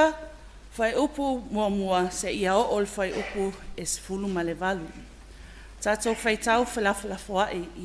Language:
Samoan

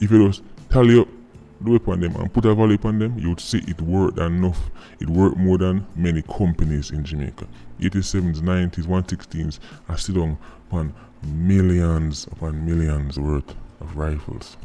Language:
Jamaican Creole English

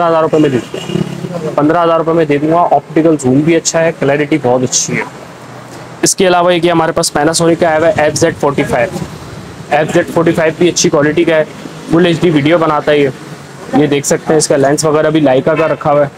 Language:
Hindi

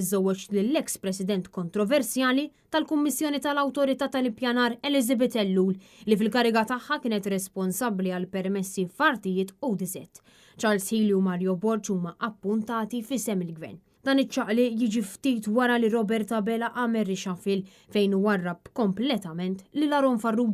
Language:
Maltese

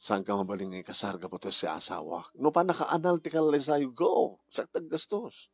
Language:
Iloko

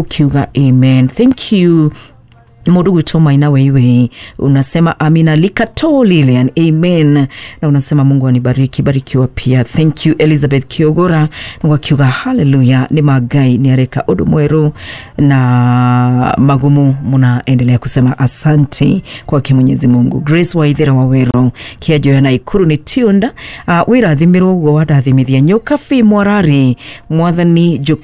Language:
Kikuyu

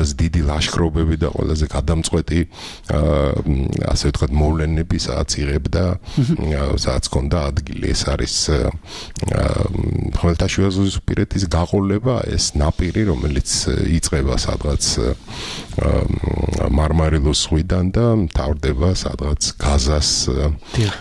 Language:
Georgian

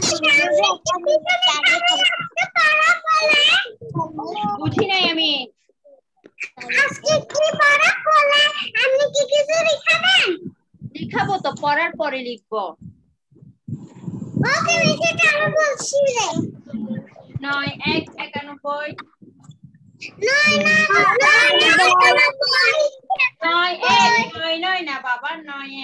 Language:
Bangla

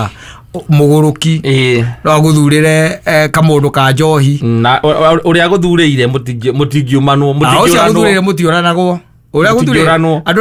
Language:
Kikuyu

